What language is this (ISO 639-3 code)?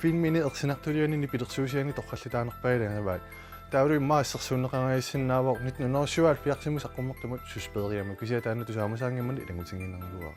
kal